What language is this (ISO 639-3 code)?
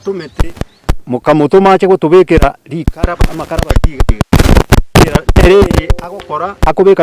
guz